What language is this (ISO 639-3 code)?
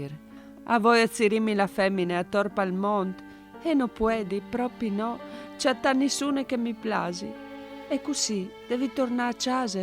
fur